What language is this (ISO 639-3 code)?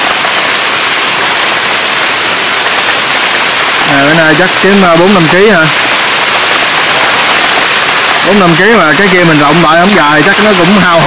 vie